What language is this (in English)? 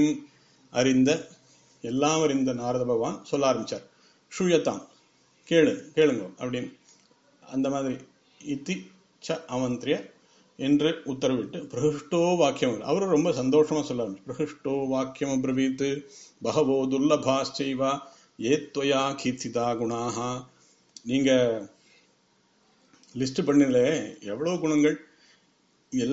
Tamil